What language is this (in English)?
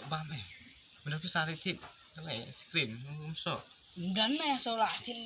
Khasi